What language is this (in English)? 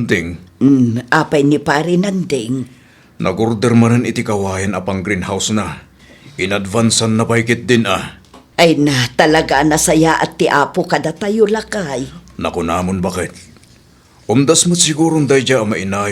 Iloko